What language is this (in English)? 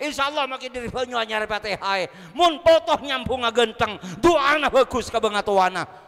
Madurese